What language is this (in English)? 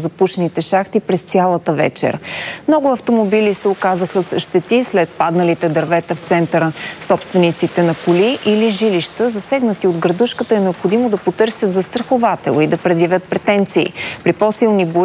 Bulgarian